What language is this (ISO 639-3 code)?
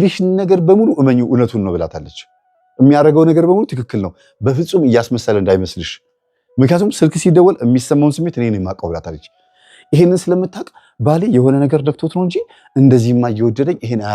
amh